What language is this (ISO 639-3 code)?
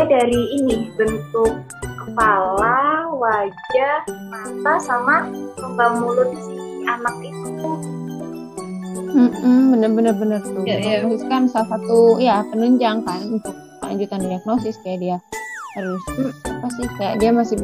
ind